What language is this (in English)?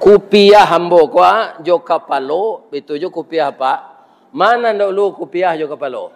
Minangkabau